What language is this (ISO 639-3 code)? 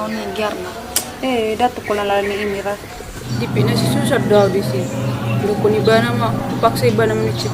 bbc